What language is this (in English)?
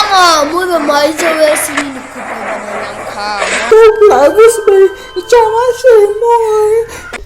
Kok Borok